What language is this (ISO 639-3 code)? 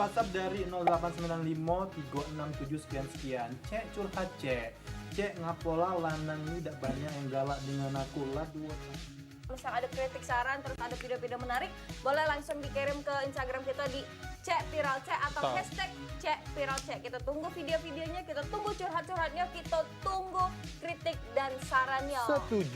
mui